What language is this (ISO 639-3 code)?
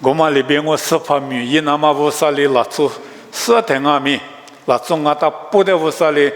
lis